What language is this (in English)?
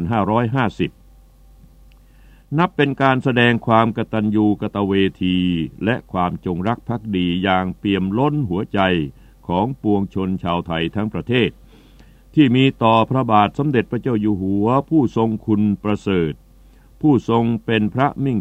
Thai